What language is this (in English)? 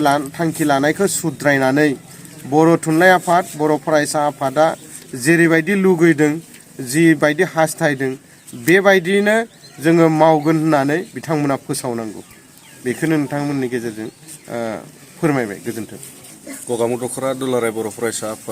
Bodo